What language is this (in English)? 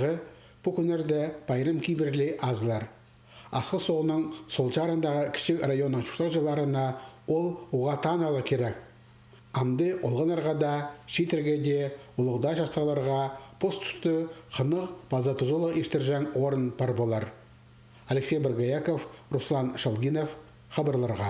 Khakas